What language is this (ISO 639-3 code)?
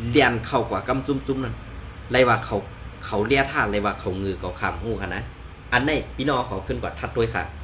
shn